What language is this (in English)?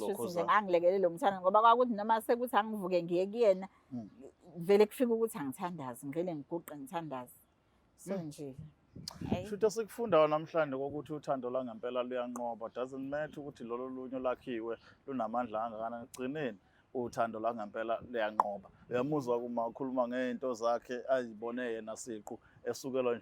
Zulu